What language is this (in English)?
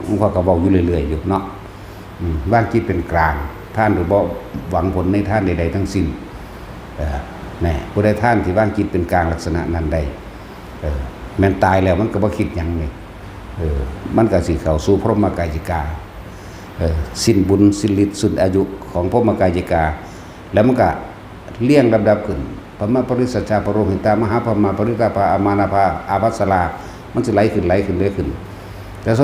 Northeastern Thai